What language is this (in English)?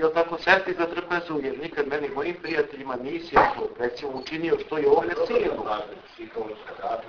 Bosnian